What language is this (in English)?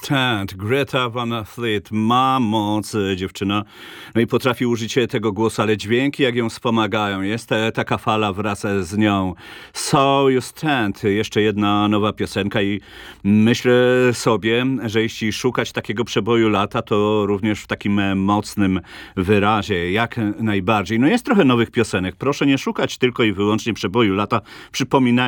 Polish